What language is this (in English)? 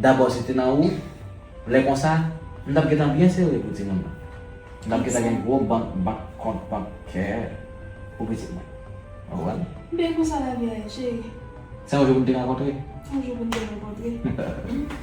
Haitian Creole